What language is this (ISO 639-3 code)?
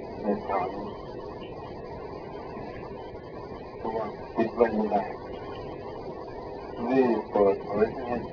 tha